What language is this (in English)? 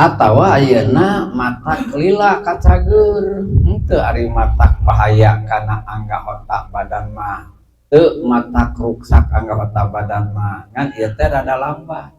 Sundanese